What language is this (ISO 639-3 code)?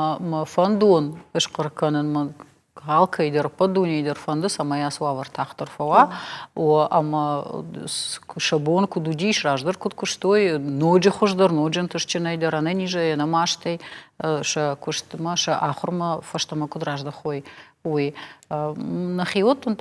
oss